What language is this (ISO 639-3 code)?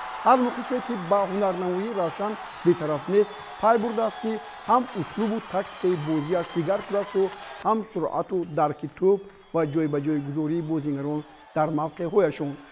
tgk